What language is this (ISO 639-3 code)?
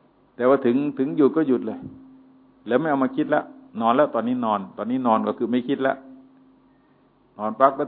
tha